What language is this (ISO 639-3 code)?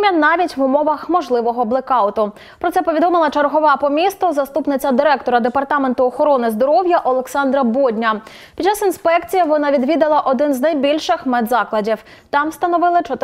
ukr